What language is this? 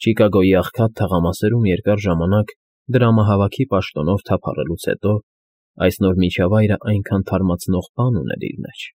Armenian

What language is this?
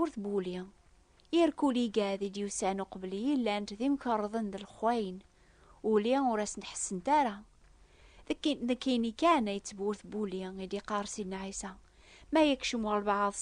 Kabyle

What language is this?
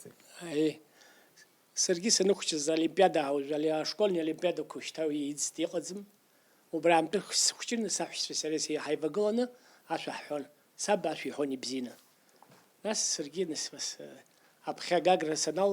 Abkhazian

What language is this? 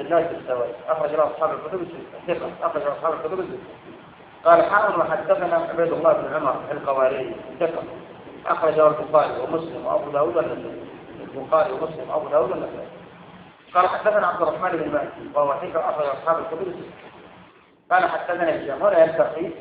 Arabic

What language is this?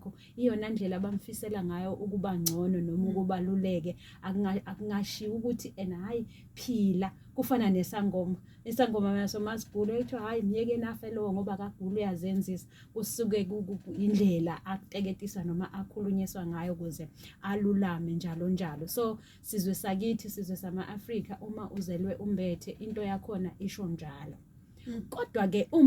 Zulu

